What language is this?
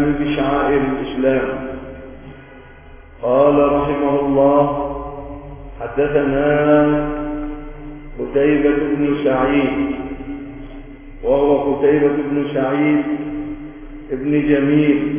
Arabic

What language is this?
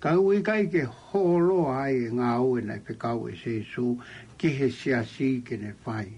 Tongan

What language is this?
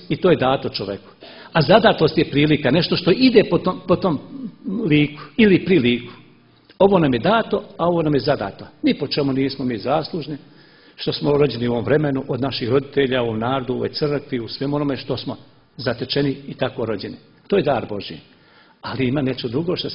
Serbian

